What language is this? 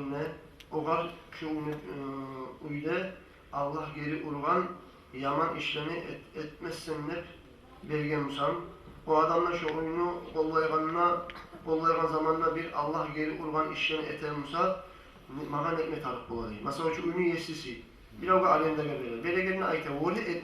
Kumyk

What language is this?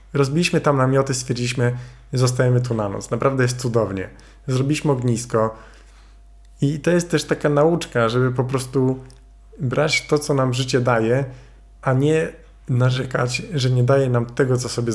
Polish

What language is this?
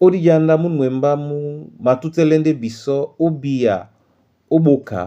Duala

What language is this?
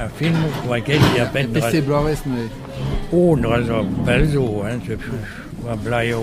Breton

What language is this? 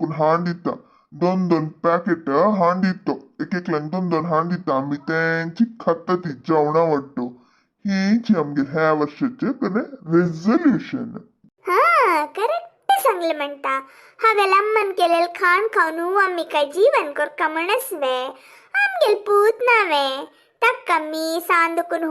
Konkani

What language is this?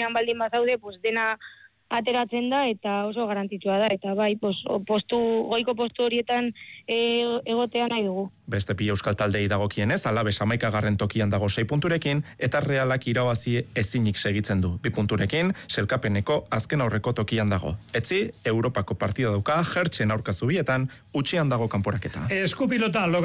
Basque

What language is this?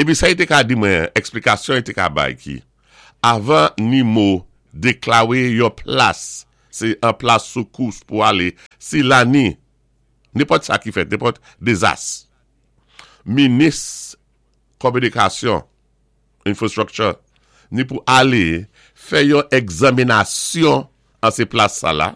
Saint Lucian Creole French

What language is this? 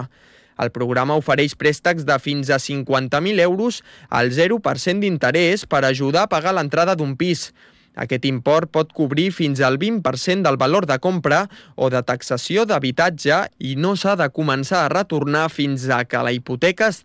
Catalan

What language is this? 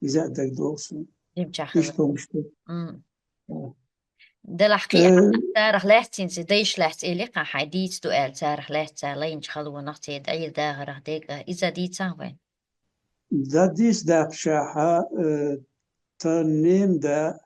Chechen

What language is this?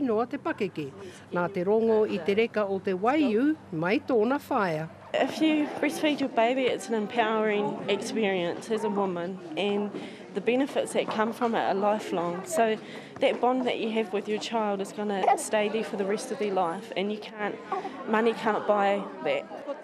Māori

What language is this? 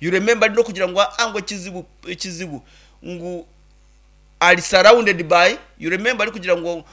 Nyankole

